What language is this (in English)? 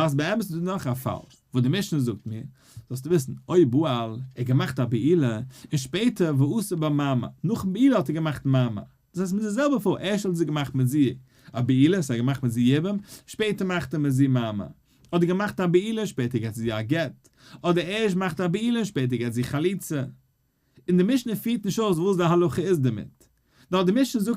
Yiddish